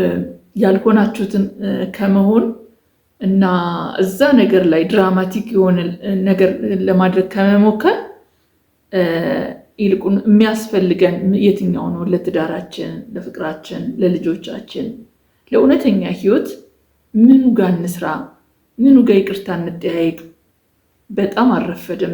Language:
Amharic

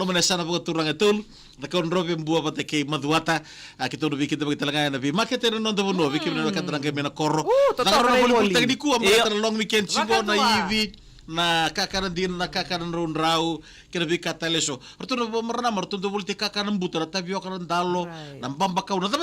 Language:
Fijian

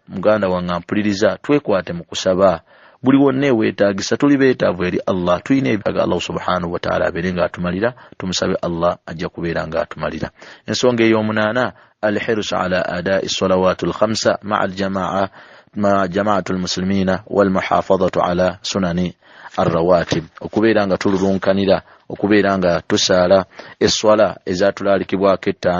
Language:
Ganda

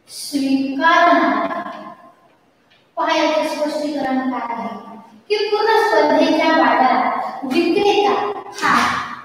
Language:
Marathi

